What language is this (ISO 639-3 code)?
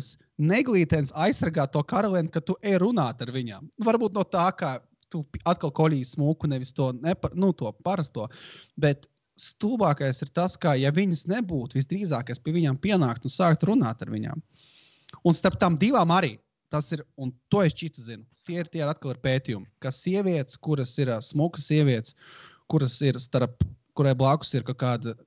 lav